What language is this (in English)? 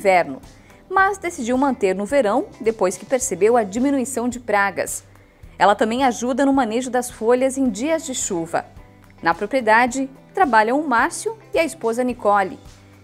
Portuguese